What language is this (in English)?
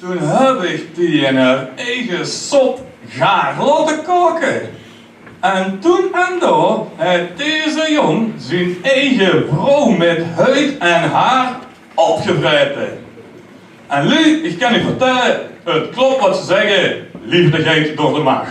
Limburgish